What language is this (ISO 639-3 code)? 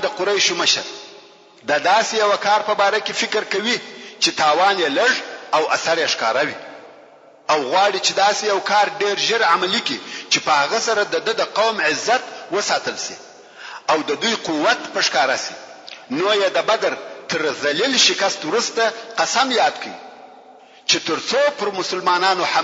pus